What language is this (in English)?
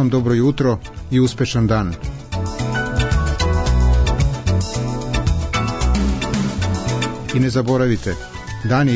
Serbian